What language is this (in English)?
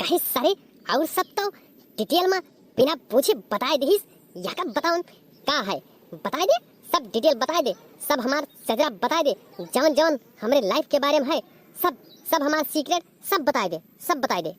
Awadhi